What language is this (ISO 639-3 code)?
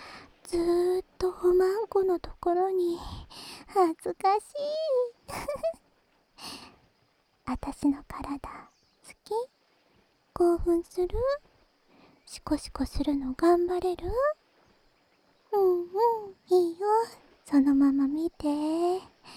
jpn